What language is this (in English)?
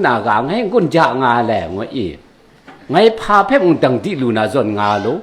Kachin